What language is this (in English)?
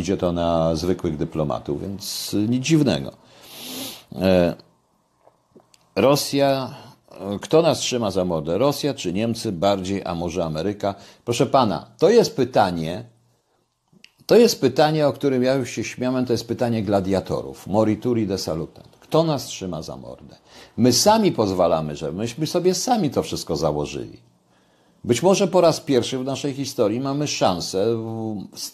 Polish